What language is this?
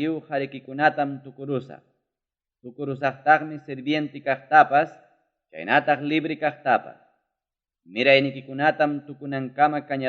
Ayacucho Quechua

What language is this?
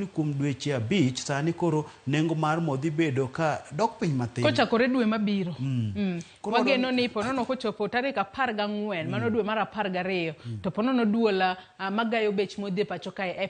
Luo (Kenya and Tanzania)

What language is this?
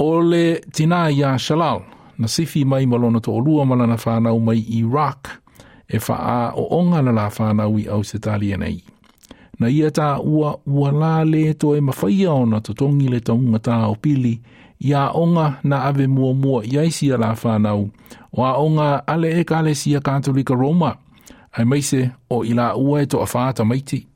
Samoan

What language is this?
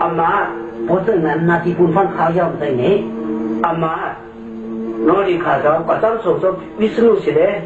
Shan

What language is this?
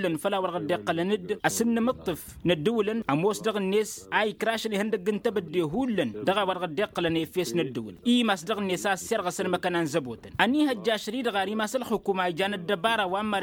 Tamasheq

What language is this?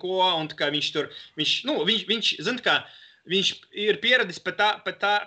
Latvian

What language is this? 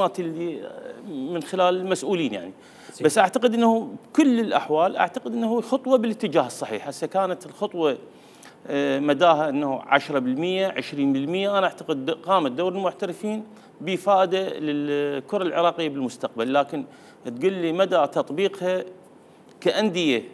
Mesopotamian Arabic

